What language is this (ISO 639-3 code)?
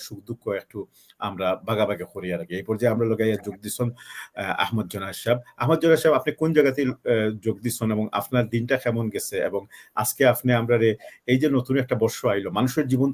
syl